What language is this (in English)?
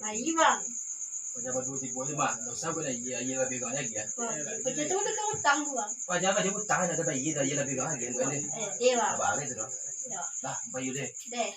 Minangkabau